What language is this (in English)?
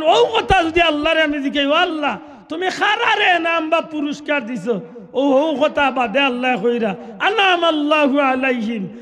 Sylheti